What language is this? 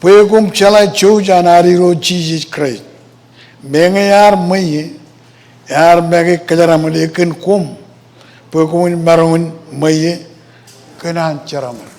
Marshallese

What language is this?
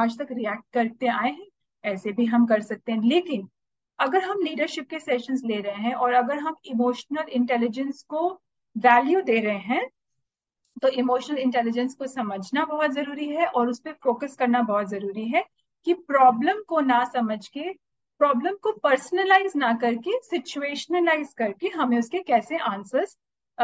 Hindi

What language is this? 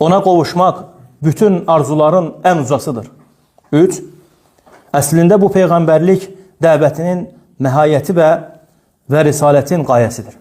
Azerbaijani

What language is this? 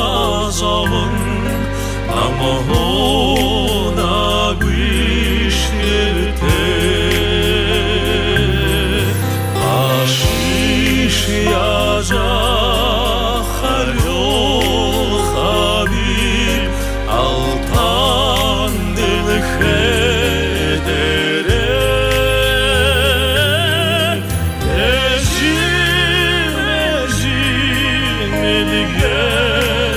Buriat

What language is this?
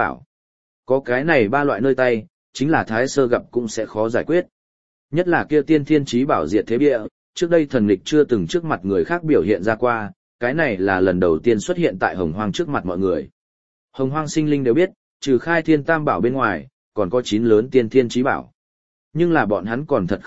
Vietnamese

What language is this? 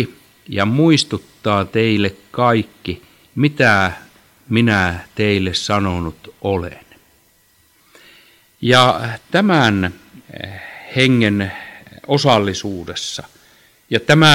Finnish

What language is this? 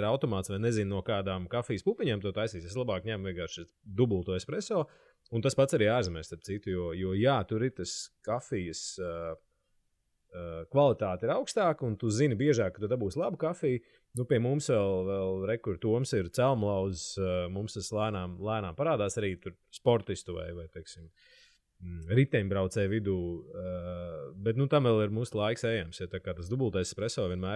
Latvian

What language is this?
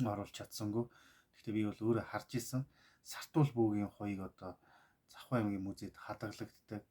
Mongolian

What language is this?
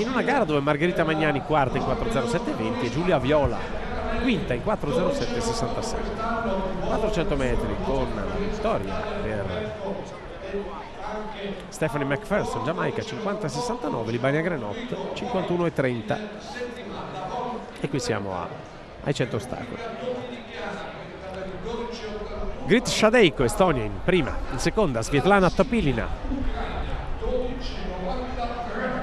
Italian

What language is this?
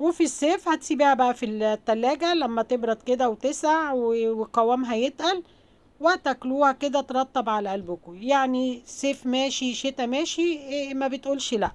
Egyptian Arabic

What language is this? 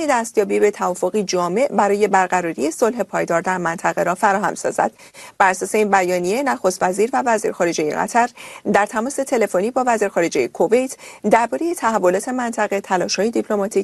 Persian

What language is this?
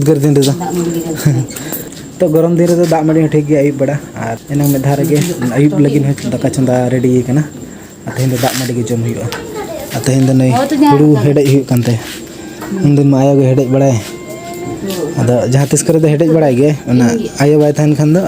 Santali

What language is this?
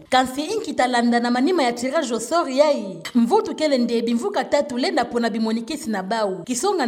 Kituba (Democratic Republic of Congo)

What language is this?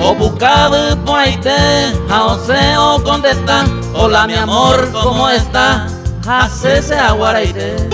Guarani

